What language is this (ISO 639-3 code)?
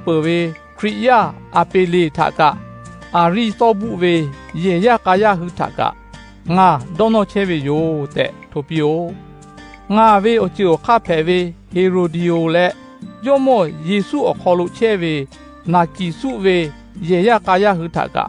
lhu